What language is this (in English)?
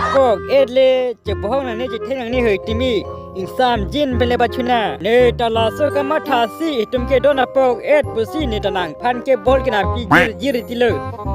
Karbi